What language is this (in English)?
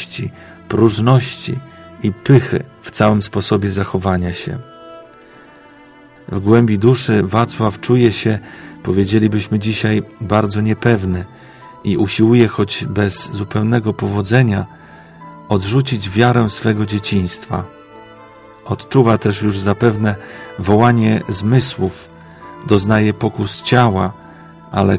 Polish